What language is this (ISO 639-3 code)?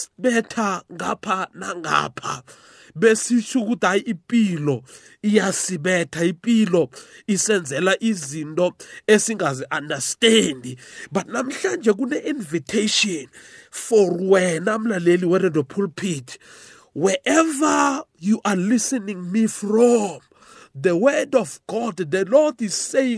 nbl